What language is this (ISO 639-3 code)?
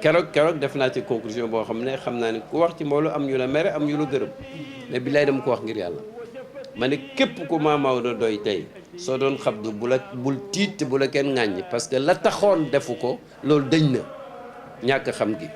wol